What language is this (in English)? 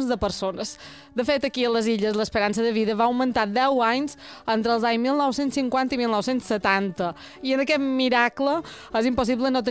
Catalan